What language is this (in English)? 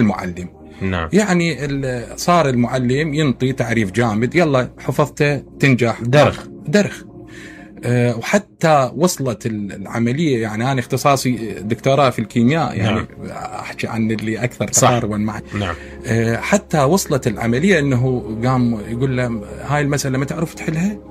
Mesopotamian Arabic